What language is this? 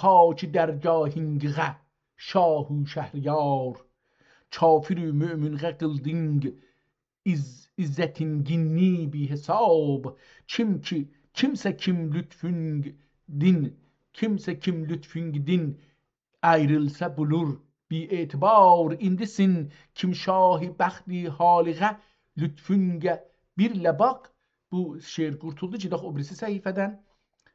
South Azerbaijani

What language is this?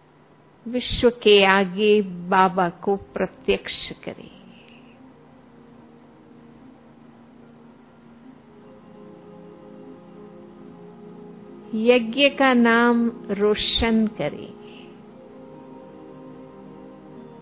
Hindi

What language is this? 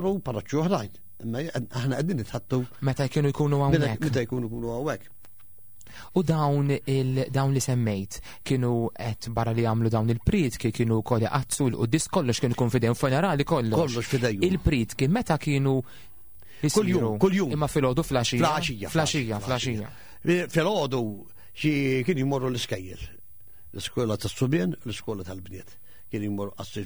Maltese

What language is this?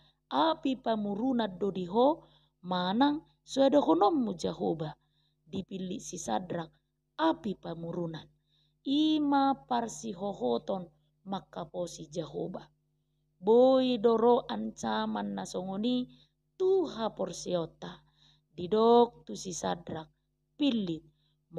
Batak Toba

